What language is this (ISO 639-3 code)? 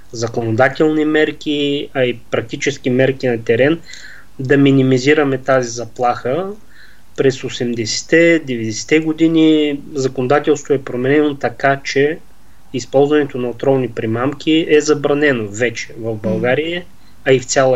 bul